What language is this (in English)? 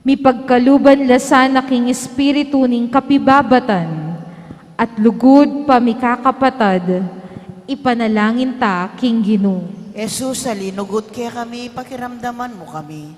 Pampanga